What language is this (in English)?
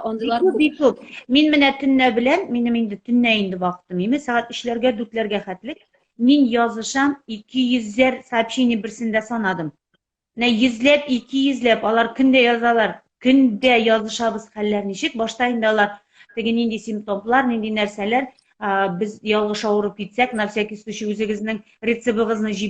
Tatar